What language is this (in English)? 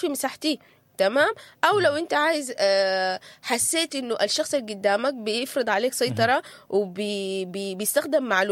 Sudanese Arabic